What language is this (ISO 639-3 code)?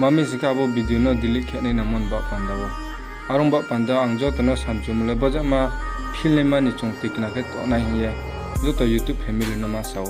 ria